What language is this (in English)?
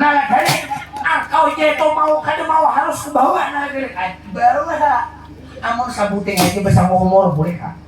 Banjar